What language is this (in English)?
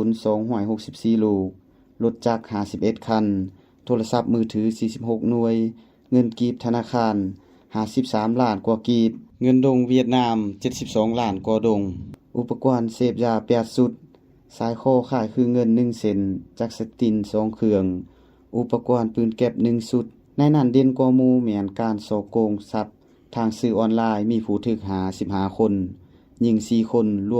Lao